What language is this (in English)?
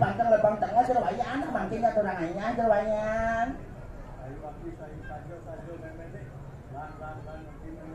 Balinese